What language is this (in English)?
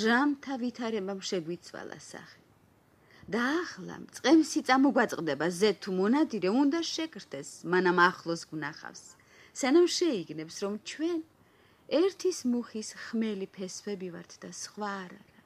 Georgian